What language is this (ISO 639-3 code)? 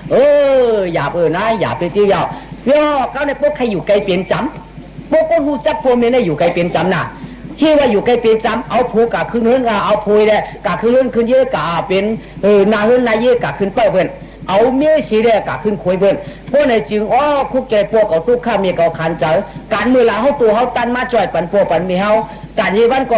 shn